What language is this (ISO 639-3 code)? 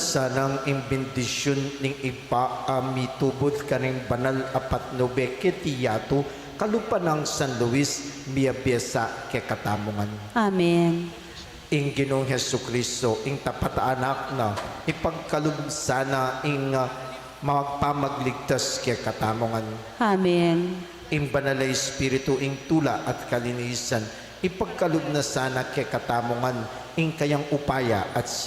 pam